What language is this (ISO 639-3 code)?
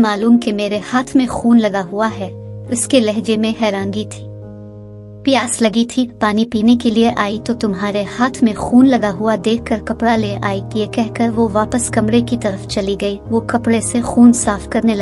urd